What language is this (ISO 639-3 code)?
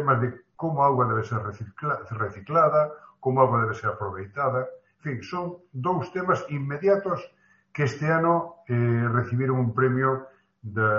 glg